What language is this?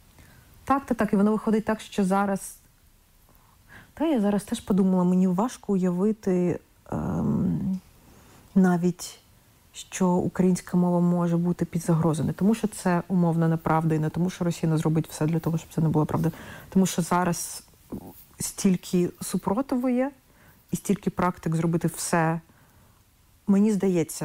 Ukrainian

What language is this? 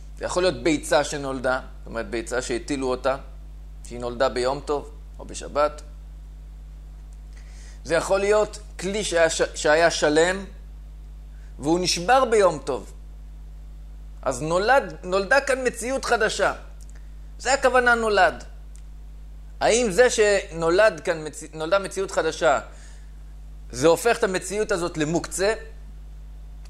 Hebrew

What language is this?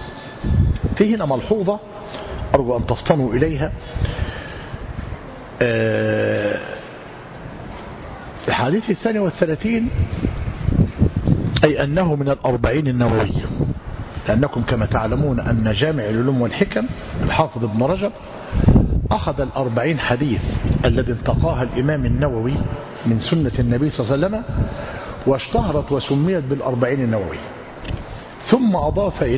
Arabic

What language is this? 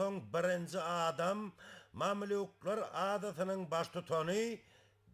Turkmen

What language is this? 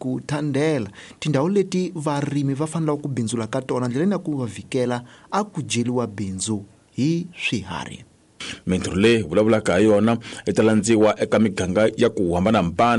Tsonga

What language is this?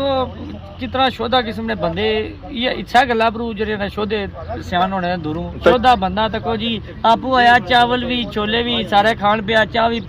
Pahari-Potwari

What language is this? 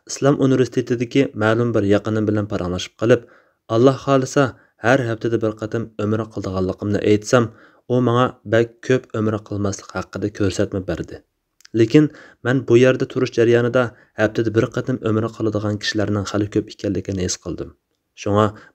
Uyghur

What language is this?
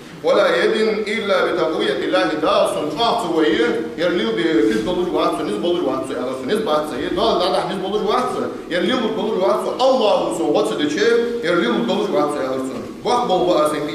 Ingush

